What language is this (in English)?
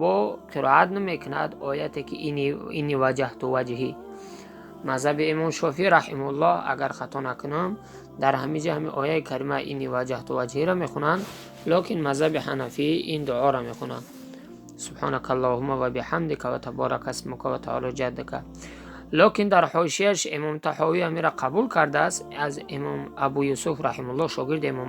Tajik